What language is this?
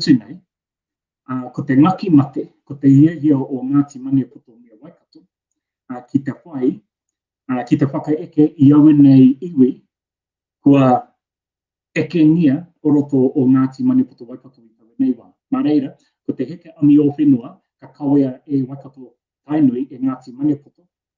Māori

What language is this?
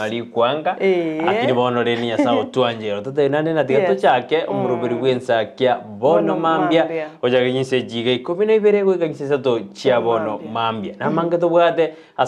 Gusii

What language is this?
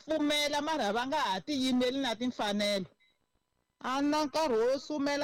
Tsonga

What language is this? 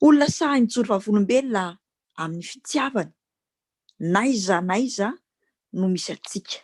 Malagasy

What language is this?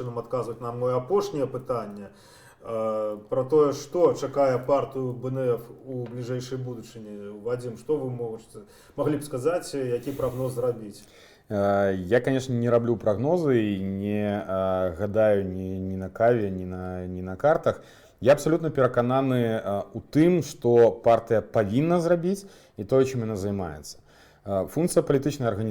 Belarusian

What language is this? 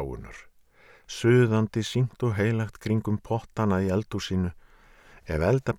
Icelandic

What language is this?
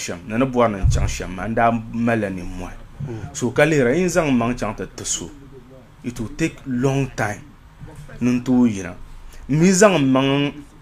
Dagbani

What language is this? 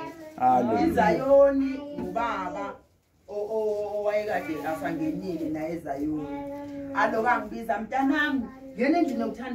Zulu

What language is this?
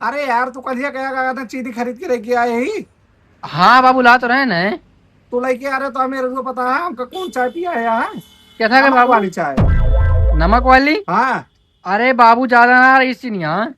Awadhi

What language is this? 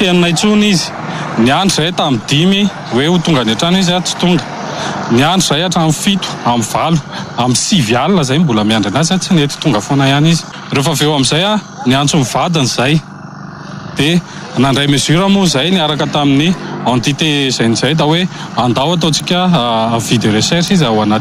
Malagasy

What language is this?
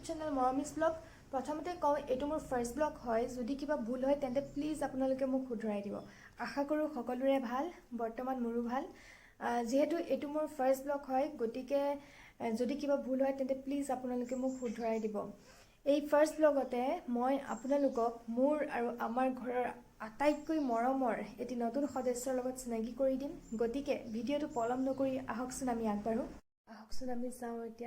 Assamese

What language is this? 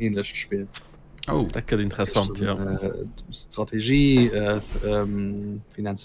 Luxembourgish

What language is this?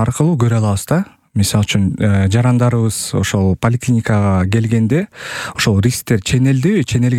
Kyrgyz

